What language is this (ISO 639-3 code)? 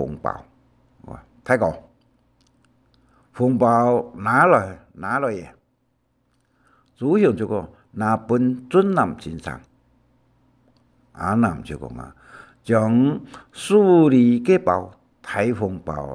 hak